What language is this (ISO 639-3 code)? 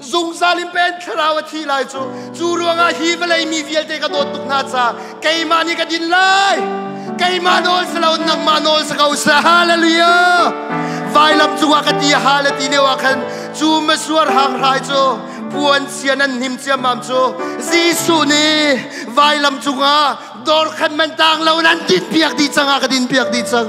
cnh